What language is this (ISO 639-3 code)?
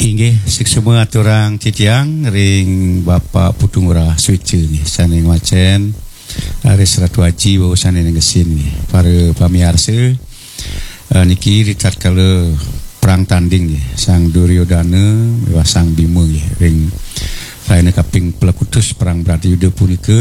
ban